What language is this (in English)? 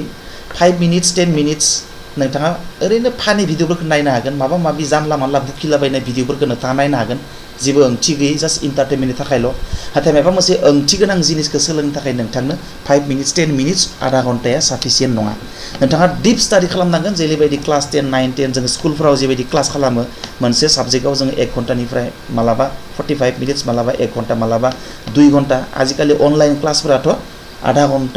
Bodo